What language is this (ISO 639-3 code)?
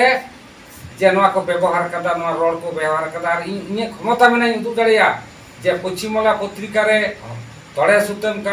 sat